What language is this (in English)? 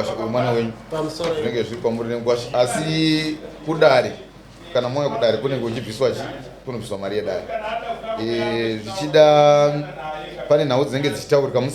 Shona